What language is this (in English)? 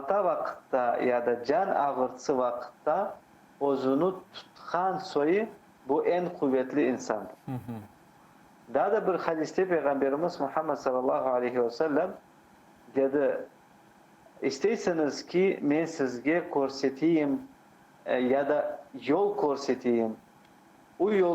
Crimean Tatar